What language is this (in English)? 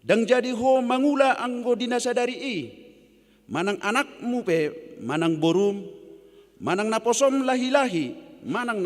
Batak Toba